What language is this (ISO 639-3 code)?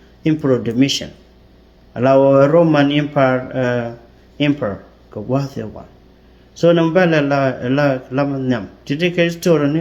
nus